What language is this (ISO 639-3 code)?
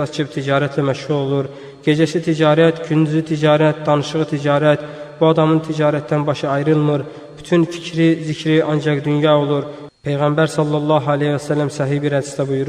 aze